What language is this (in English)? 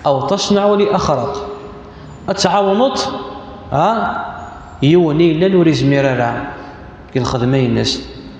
Kabyle